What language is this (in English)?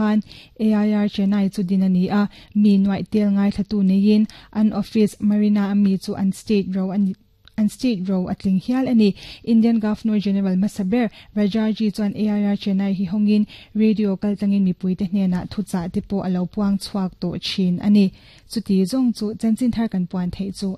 Mizo